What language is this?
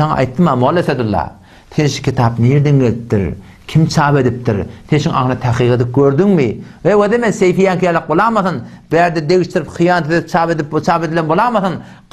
Turkmen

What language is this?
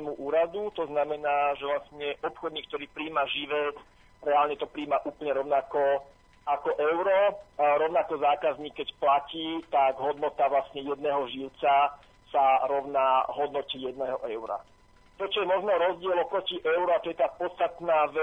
Slovak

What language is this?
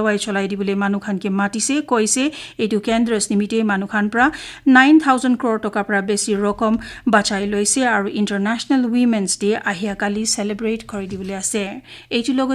Naga Pidgin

